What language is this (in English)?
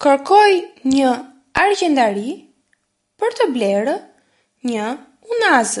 Albanian